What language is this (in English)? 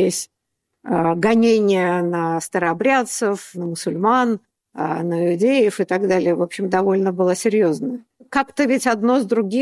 Russian